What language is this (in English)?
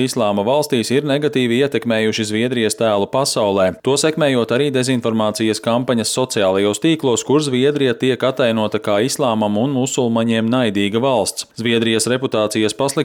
Latvian